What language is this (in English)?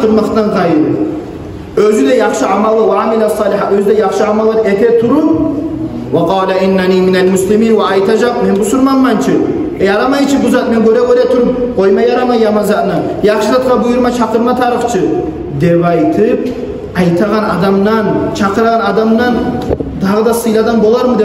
Kumyk